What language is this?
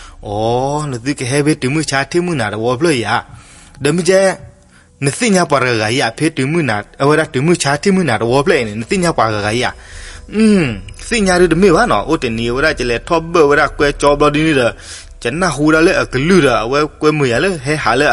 S'gaw Karen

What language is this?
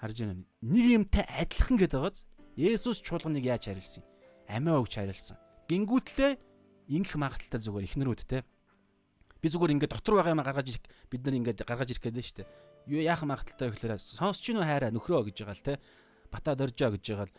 Mongolian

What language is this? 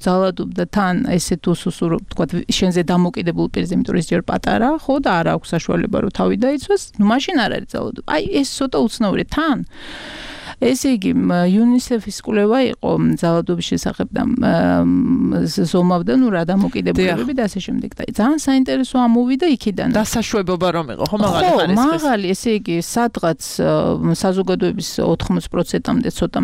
Georgian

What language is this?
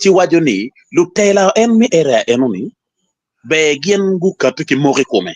Acoli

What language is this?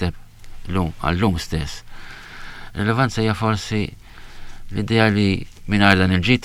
Maltese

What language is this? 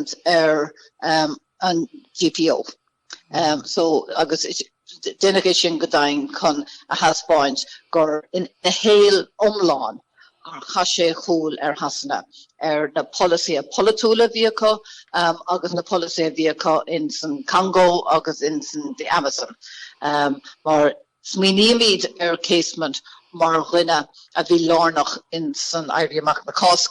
Irish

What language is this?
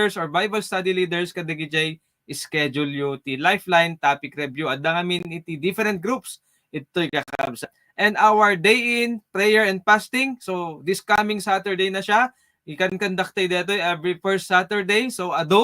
Iloko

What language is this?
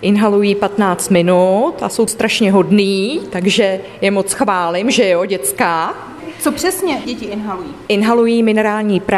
Czech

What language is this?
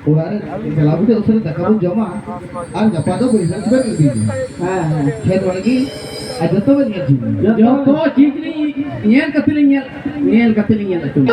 Santali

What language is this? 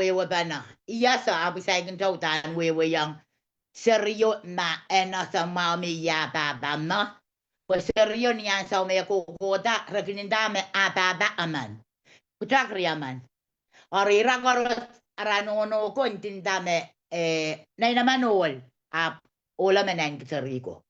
Pohnpeian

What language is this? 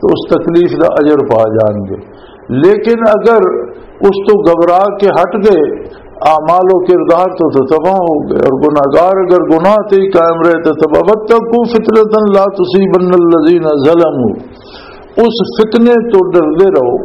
Western Panjabi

